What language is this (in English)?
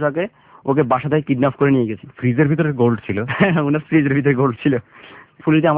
Bangla